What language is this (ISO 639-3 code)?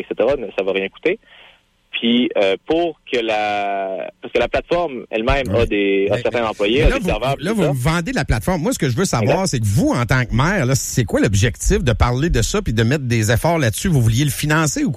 fra